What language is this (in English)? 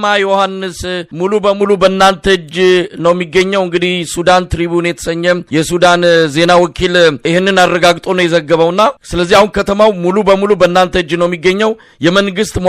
Amharic